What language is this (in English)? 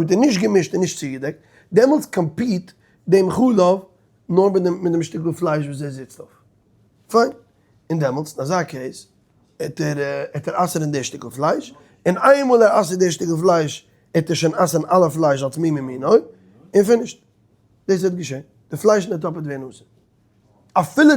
Yiddish